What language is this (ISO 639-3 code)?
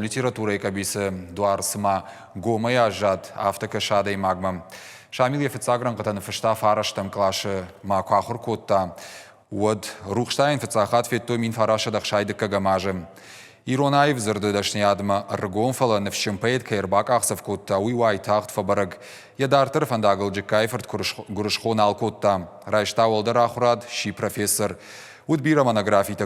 oss